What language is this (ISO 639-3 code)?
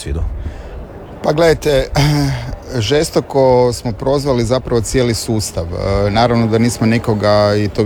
hrv